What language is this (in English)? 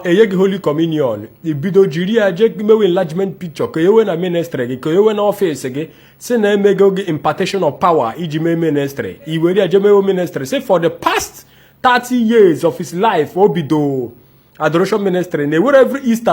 Igbo